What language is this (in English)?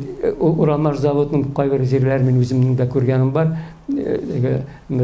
Tatar